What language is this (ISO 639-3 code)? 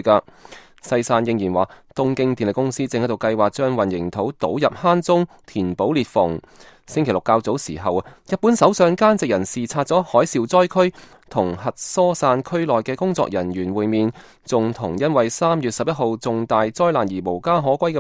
yue